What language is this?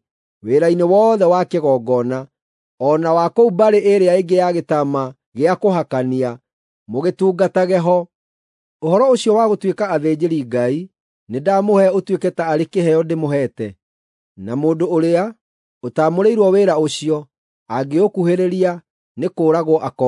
Kikuyu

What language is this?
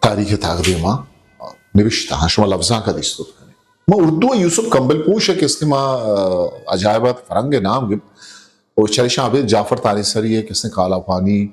Eastern Balochi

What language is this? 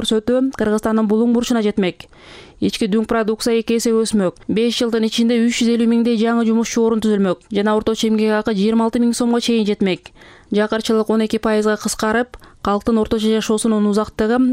Kyrgyz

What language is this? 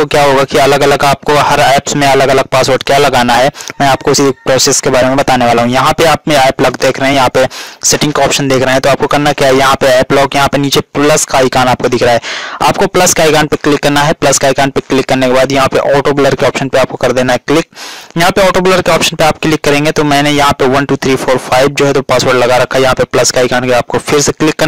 Hindi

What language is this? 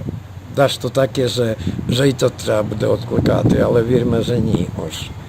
Rusyn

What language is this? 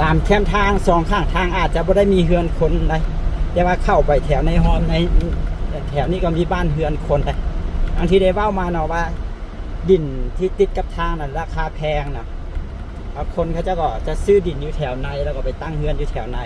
Lao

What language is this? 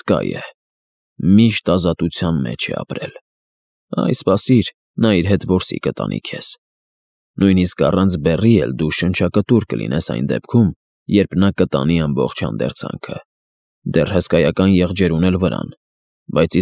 Armenian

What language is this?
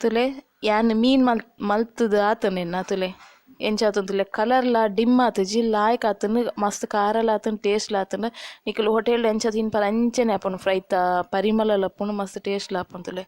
Tulu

